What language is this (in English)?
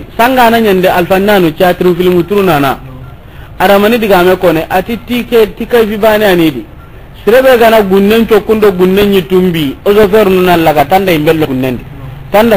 Soninke